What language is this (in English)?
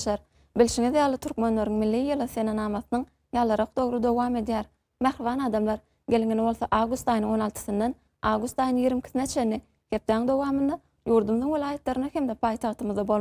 Turkmen